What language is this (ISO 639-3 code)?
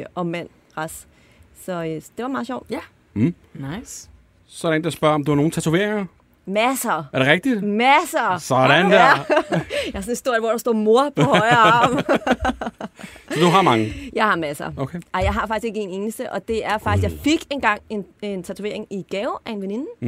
dan